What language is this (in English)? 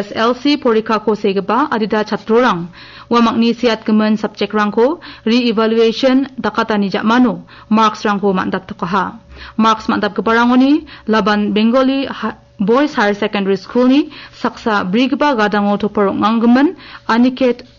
Garo